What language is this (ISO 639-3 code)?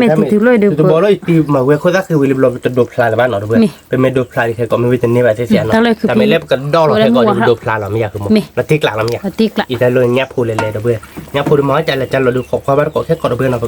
ksw